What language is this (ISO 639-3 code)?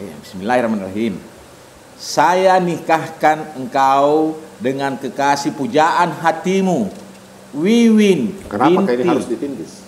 mfp